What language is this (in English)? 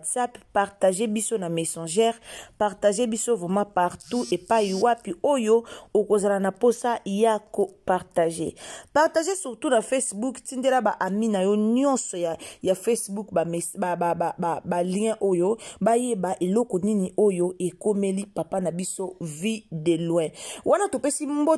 Lingala